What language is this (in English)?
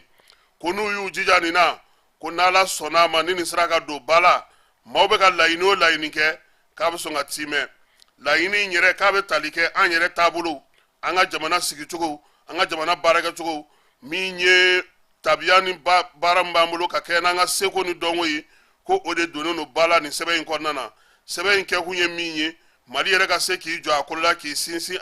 Bambara